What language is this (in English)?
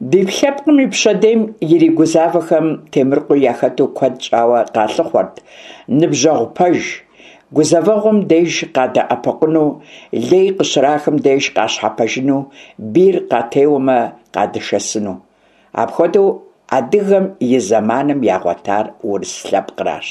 Kabardian